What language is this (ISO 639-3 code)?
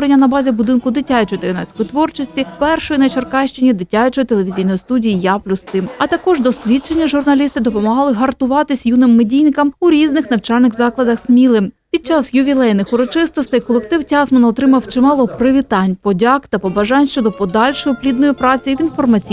ukr